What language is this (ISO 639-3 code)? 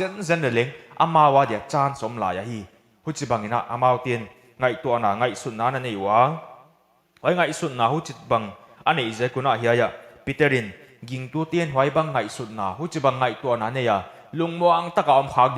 pck